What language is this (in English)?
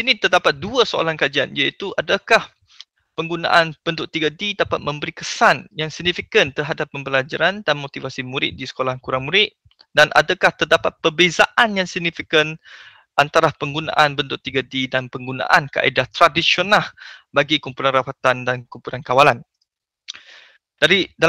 Malay